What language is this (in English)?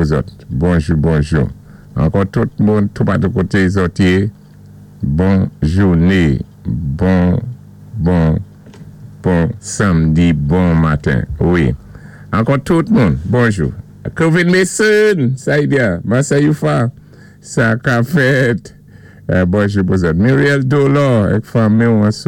Saint Lucian Creole French